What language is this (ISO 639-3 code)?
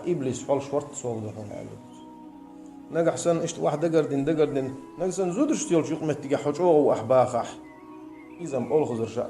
che